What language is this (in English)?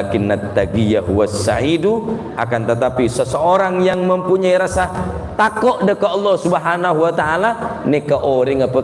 Madurese